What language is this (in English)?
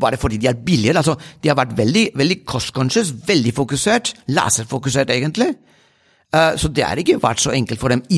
Norwegian